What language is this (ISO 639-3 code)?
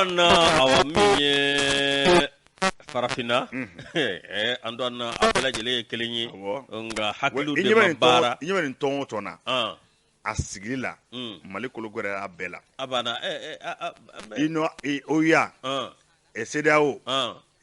bam